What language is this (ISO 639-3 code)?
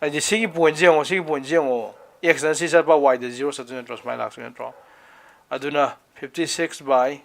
mni